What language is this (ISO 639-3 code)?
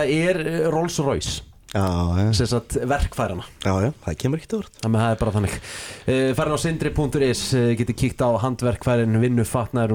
isl